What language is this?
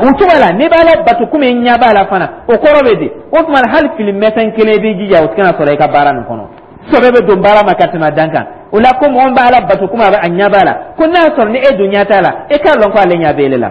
Dyula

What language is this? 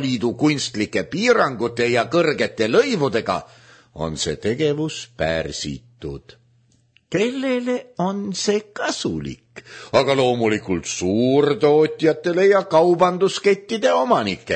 Estonian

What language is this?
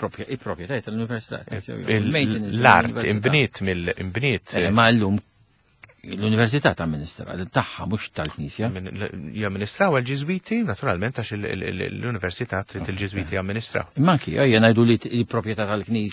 Maltese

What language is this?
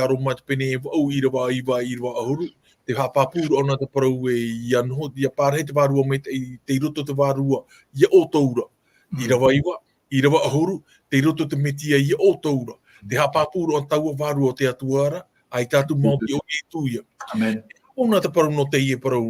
Tahitian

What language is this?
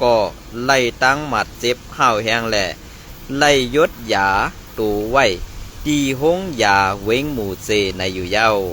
Shan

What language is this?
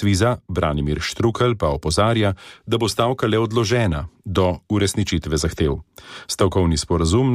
Slovenian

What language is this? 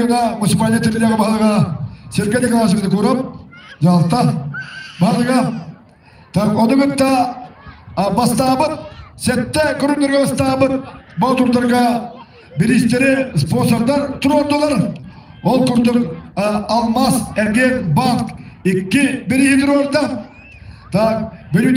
Yakut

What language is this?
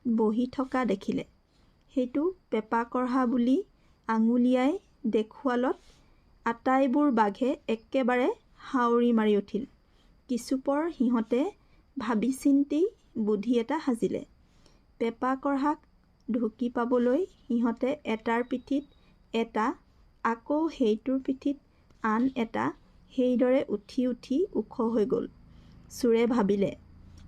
Assamese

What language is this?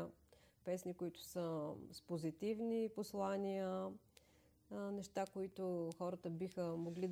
Bulgarian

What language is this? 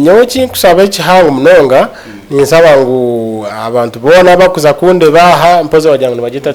Nyankole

